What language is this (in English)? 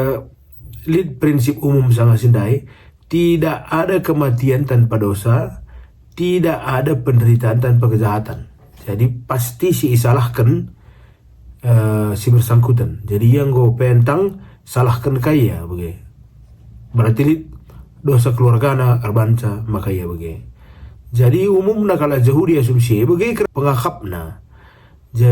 Batak Karo